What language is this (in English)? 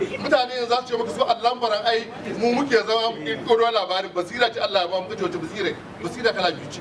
Hausa